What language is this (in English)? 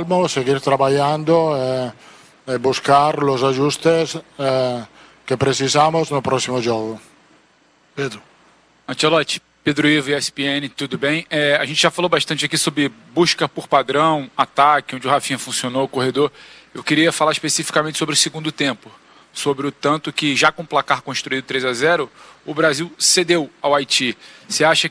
Portuguese